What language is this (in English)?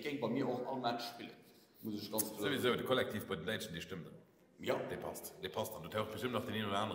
Luxembourgish